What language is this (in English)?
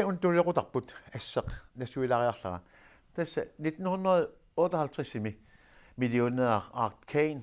Kalaallisut